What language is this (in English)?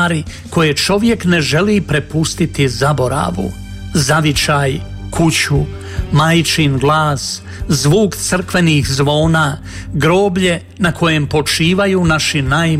Croatian